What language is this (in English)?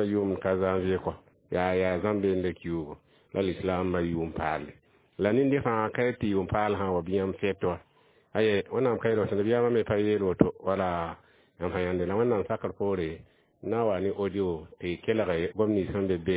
Mossi